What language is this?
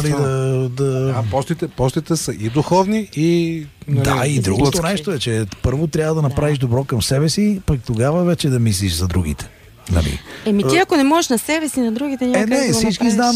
Bulgarian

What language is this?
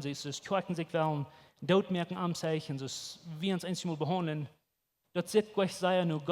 Plautdietsch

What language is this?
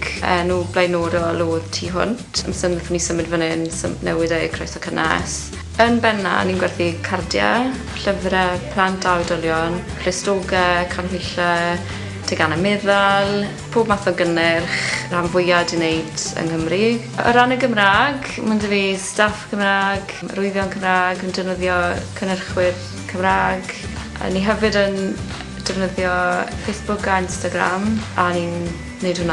Welsh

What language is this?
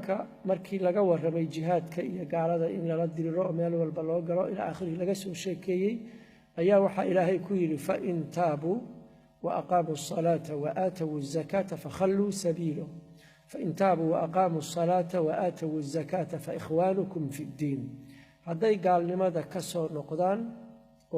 Somali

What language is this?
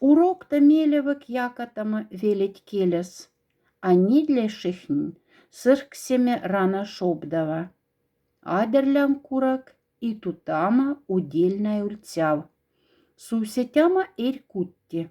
Moksha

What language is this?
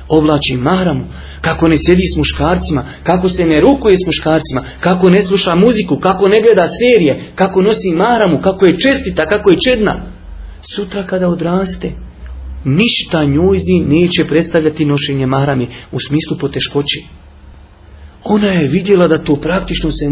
Bosnian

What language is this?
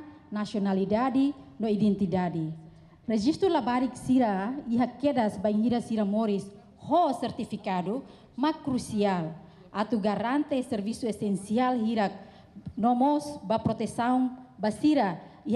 Tetum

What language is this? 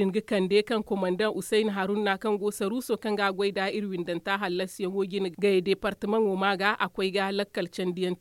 Zarma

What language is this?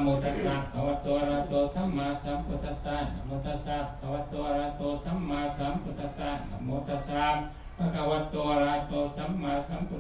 Pali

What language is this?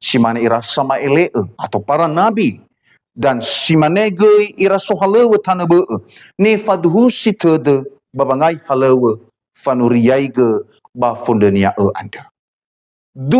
Nias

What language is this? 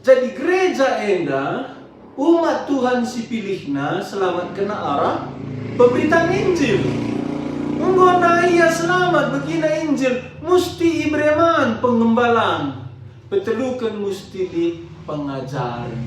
Batak Karo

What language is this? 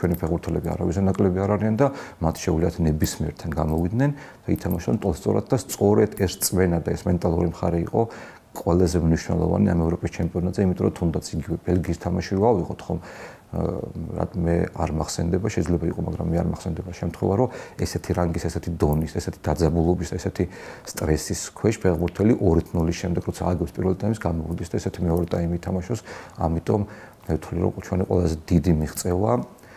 Georgian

